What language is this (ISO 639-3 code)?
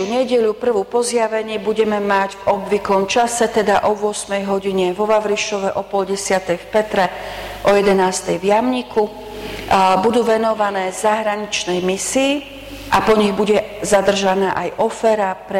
slk